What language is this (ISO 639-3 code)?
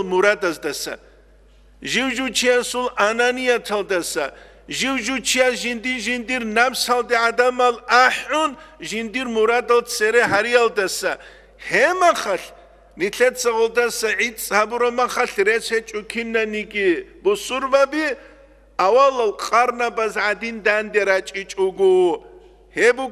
ava